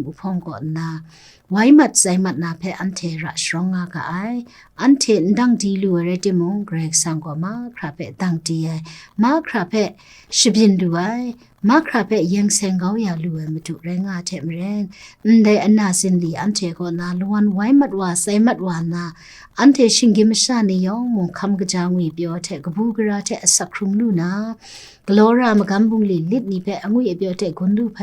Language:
Kachin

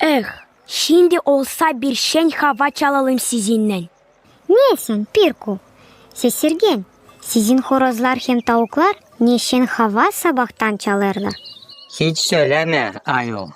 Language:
Gagauz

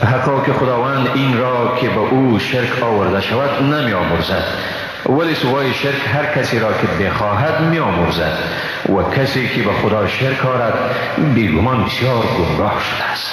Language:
Persian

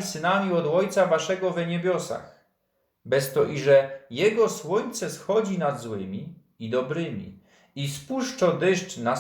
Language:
Silesian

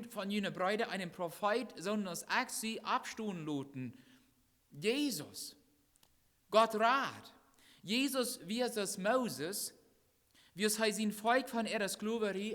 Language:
Plautdietsch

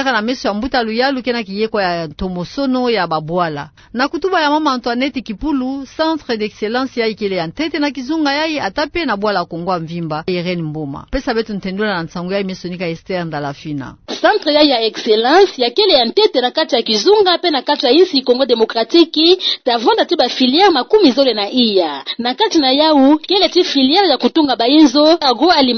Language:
Kituba (Democratic Republic of Congo)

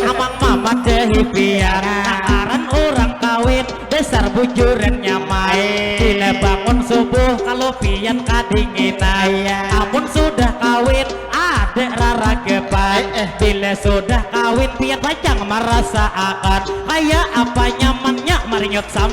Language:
Banjar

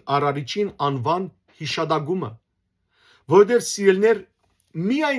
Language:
Western Armenian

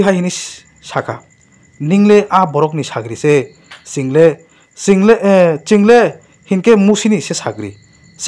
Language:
Kok Borok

